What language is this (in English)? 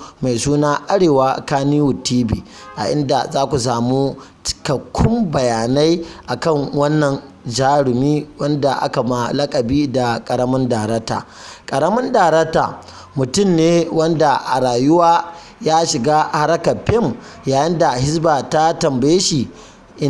Hausa